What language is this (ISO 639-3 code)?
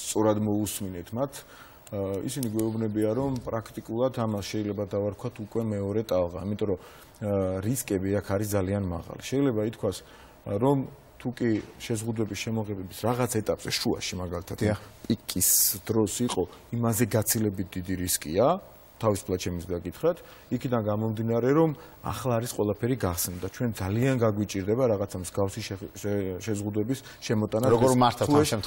kat